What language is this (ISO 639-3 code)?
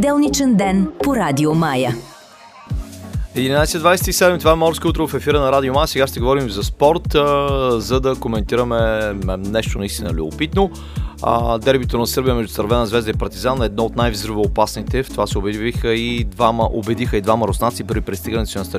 bul